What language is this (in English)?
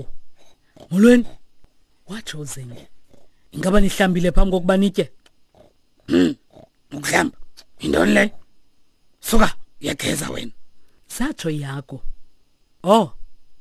Xhosa